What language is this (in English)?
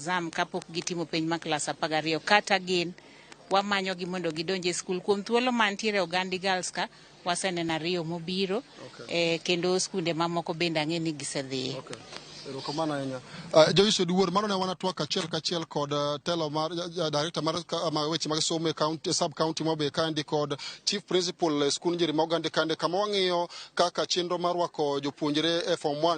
Luo (Kenya and Tanzania)